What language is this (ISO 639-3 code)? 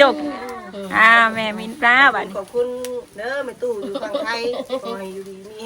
tts